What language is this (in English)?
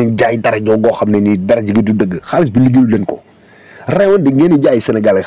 Wolof